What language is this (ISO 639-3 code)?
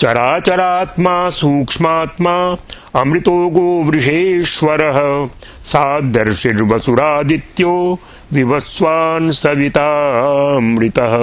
san